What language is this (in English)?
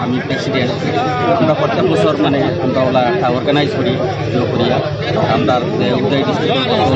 Sylheti